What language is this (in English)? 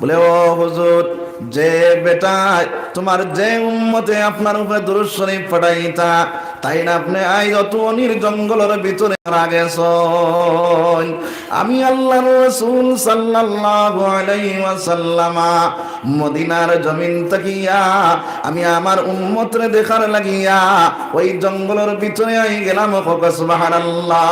Sylheti